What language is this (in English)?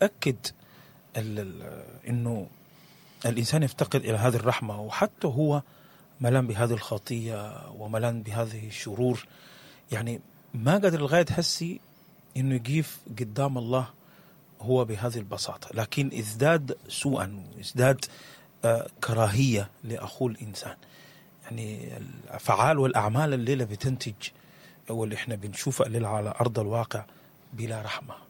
Sudanese Arabic